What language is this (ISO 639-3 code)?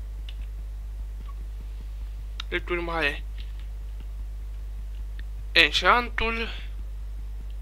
ron